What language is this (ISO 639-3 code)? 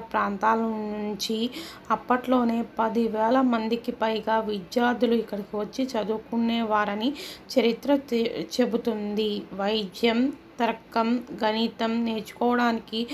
tel